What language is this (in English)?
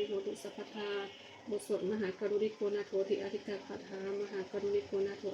Pali